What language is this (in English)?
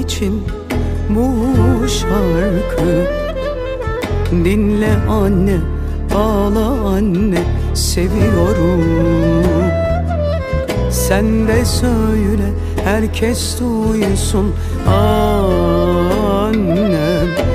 Turkish